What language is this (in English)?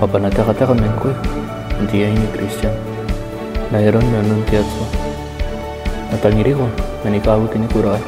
Gilbertese